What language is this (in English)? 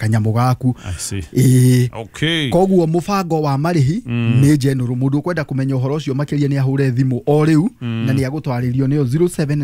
Kikuyu